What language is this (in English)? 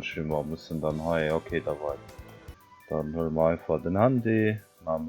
Luxembourgish